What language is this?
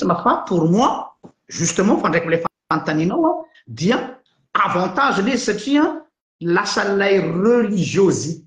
Malagasy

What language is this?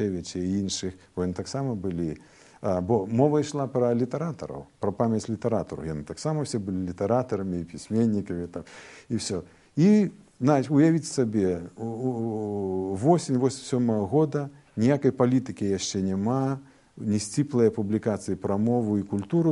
Belarusian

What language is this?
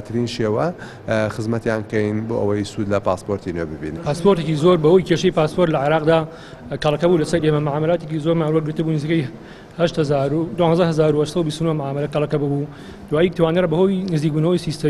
Central Kurdish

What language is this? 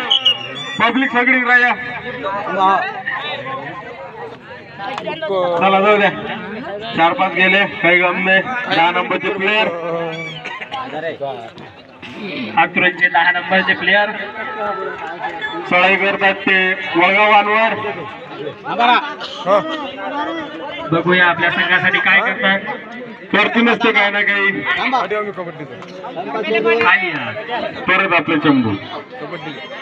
Marathi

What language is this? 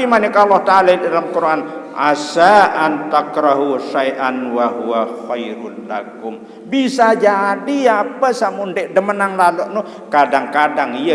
Sasak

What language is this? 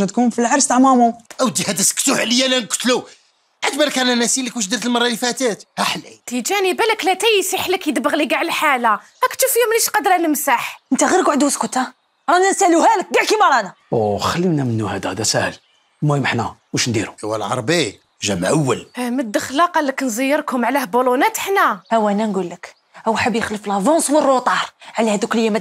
Algerian Arabic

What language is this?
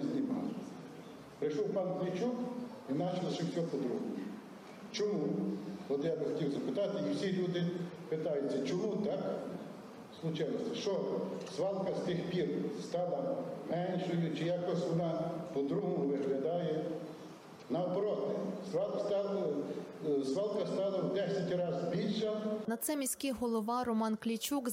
Ukrainian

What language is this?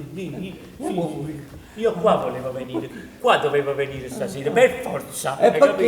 Neapolitan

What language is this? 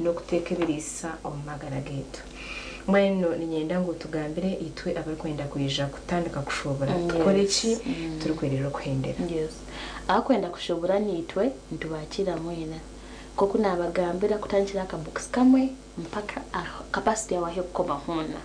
Nyankole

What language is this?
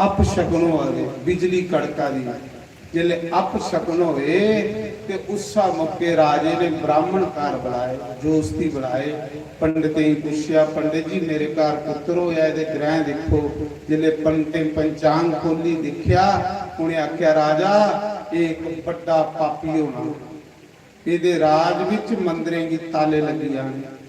Dogri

